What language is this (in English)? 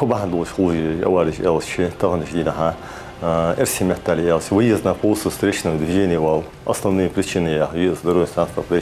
Ingush